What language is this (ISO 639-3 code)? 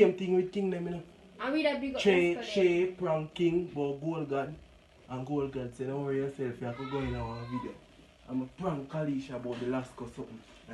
jam